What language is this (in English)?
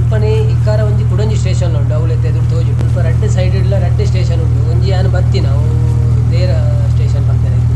Tulu